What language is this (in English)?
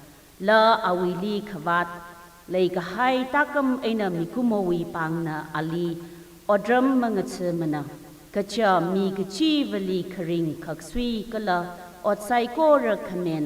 Tangkhul Naga (India)